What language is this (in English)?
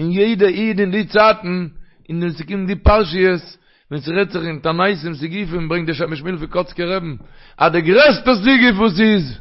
Yiddish